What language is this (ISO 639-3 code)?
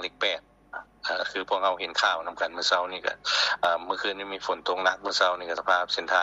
lao